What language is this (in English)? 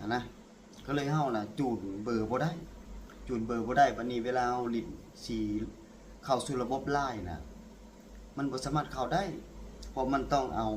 Lao